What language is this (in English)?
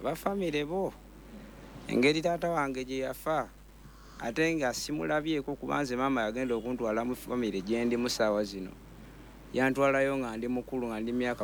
Ganda